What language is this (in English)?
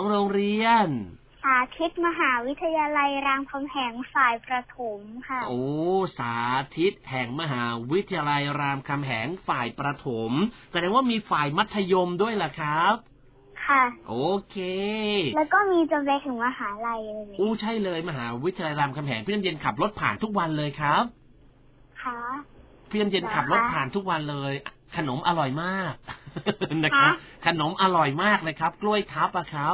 Thai